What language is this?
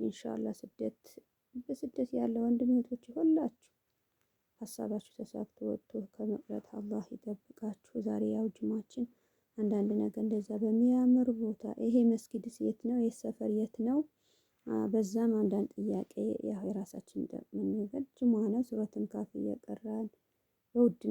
Amharic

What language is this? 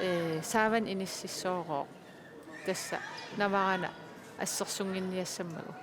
Kalaallisut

